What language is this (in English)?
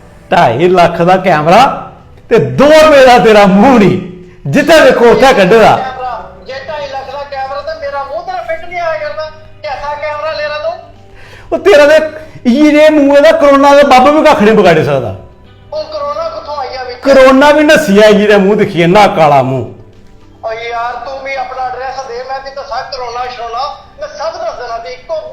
Dogri